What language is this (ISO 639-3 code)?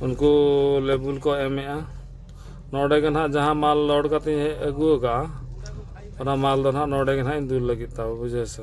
sat